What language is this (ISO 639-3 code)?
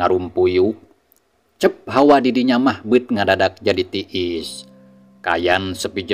sun